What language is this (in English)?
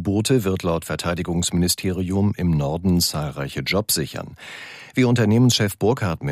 German